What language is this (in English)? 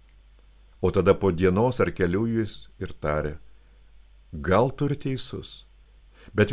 Lithuanian